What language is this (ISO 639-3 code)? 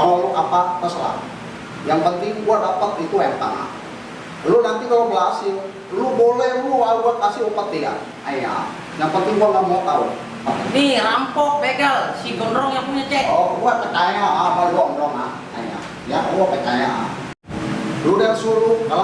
bew